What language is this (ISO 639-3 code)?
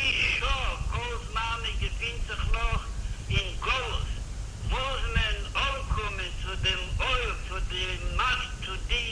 yid